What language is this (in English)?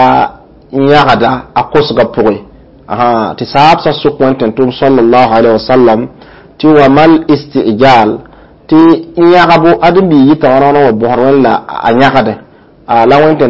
Mossi